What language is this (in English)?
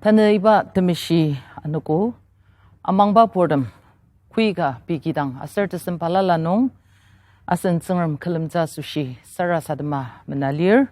Ao Naga